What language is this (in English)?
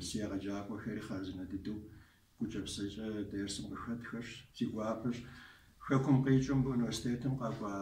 Kabardian